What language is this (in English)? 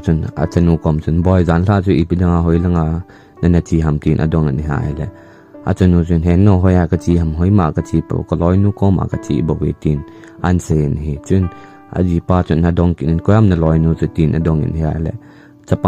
Thado Chin